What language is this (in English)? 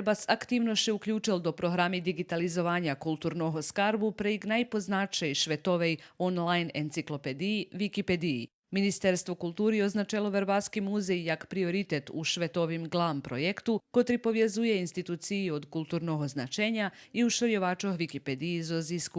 Rusyn